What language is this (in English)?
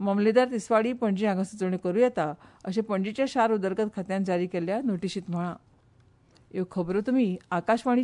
Konkani